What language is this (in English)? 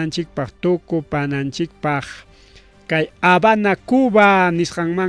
Ayacucho Quechua